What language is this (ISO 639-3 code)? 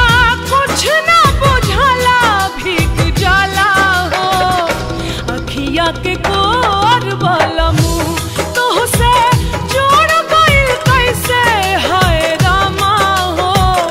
bho